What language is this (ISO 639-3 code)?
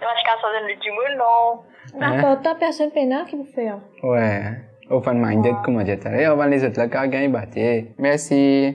mfe